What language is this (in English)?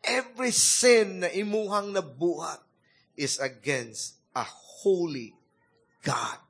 Cebuano